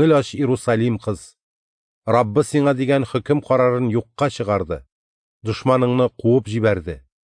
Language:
Tatar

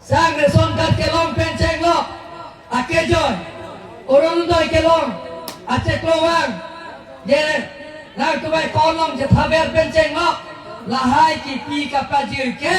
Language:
Karbi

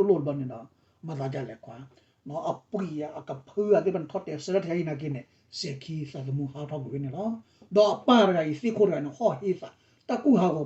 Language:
S'gaw Karen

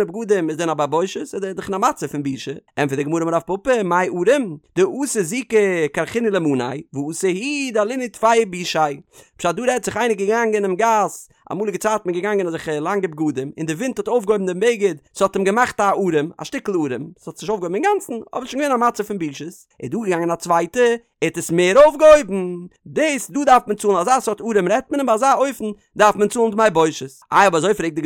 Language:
Yiddish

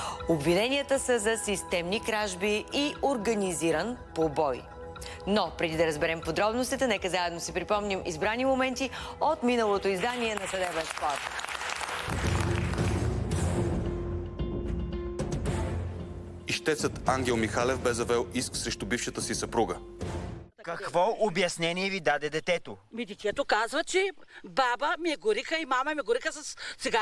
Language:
Bulgarian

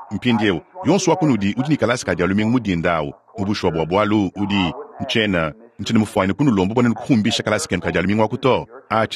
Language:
Luba-Lulua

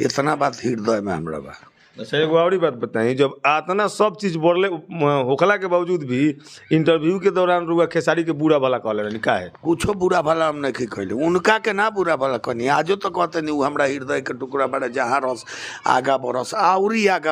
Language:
Bhojpuri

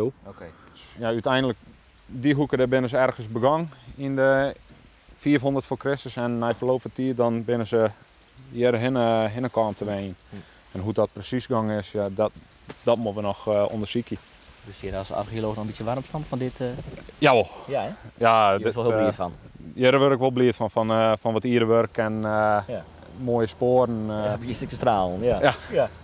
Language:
Western Frisian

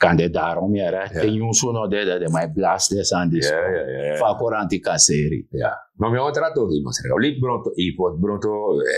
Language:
Sranan Tongo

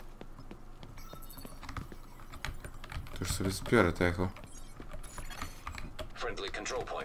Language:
Polish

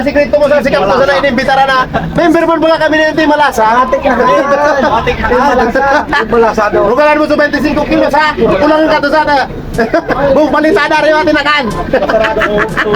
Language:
Bikol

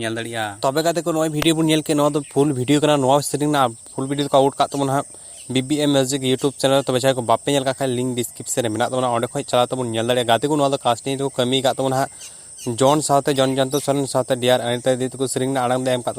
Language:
Santali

